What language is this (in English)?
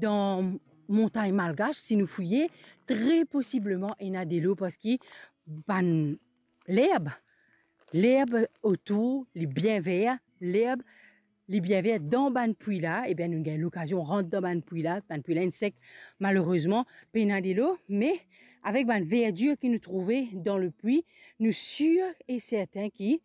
Morisyen